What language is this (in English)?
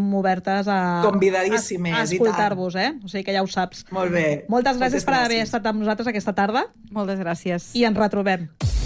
Catalan